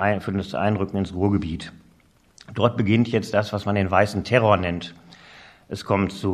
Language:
German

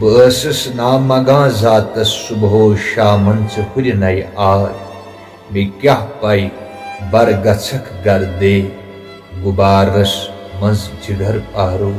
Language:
Kashmiri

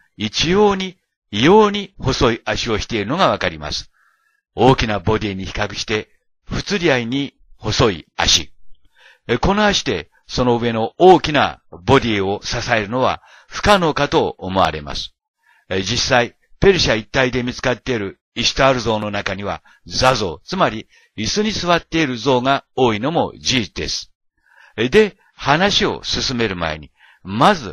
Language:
Japanese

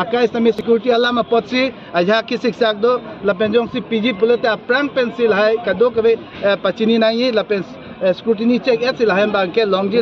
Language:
Karbi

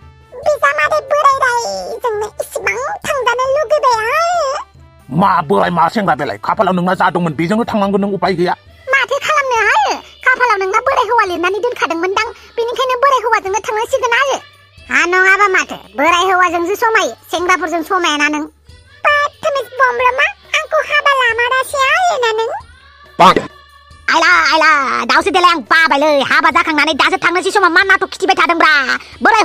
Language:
Bodo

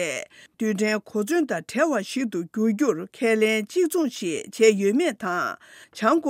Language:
Tibetan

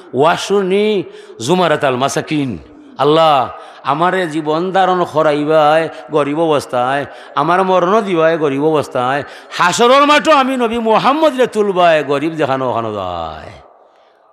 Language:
Sylheti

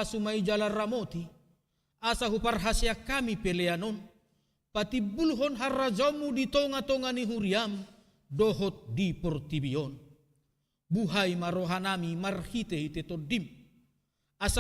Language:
Batak Toba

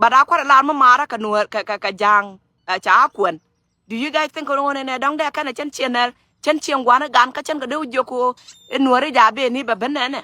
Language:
Nuer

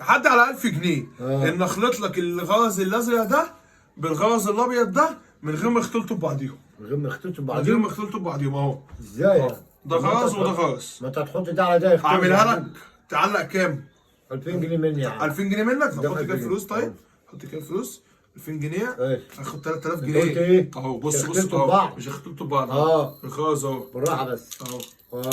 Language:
Egyptian Arabic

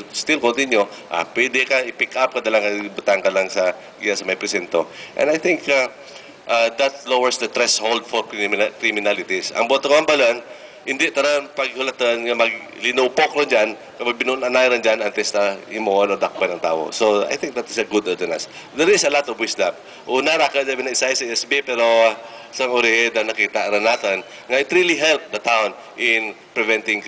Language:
Hiligaynon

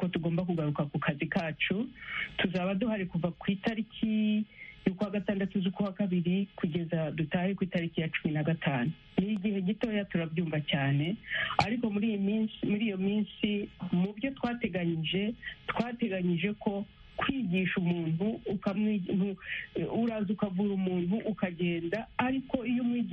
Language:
Kinyarwanda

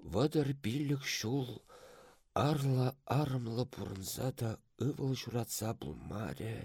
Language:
Chuvash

